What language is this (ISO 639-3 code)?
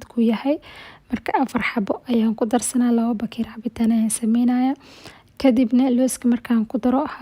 som